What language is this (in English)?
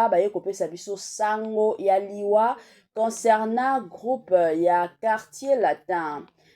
Lingala